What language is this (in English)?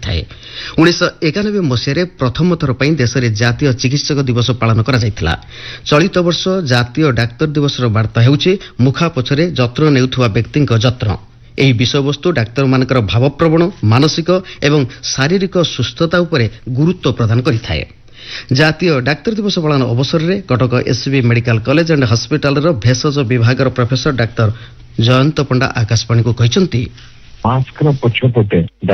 Odia